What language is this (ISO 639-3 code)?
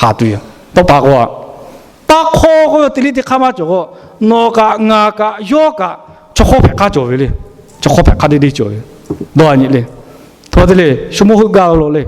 lhu